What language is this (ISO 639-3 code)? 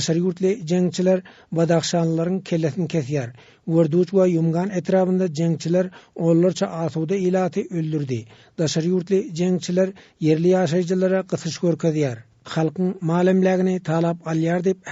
tuk